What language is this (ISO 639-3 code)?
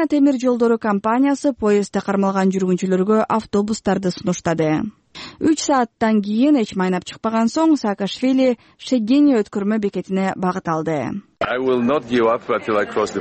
kir